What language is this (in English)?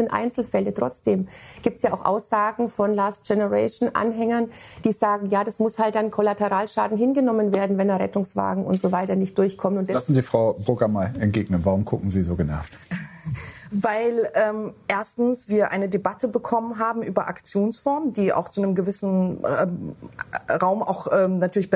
German